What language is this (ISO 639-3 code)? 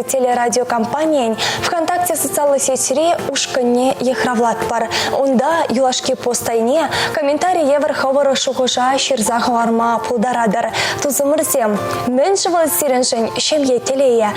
chv